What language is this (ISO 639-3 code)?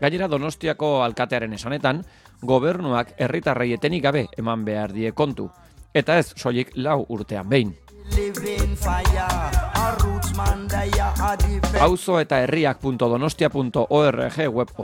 eus